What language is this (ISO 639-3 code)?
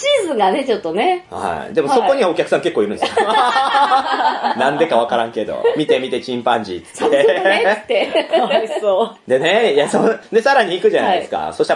jpn